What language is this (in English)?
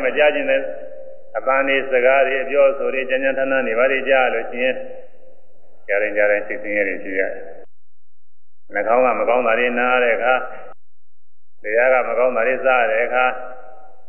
Burmese